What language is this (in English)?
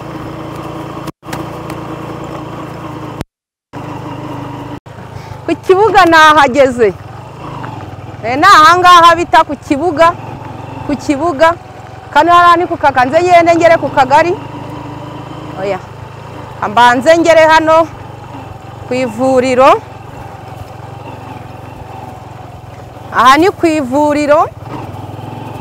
Kinyarwanda